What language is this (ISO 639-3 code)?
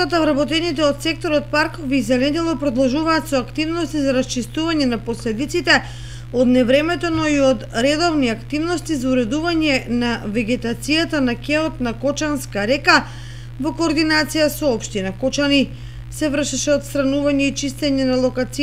mkd